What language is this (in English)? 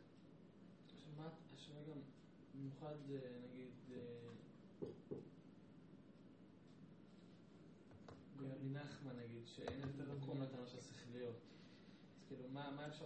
Hebrew